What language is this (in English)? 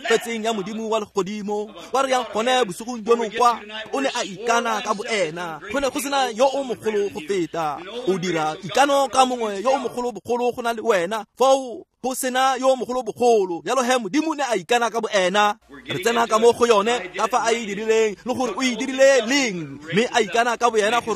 Tswana